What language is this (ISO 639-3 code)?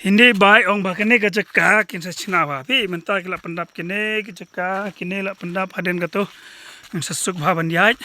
kha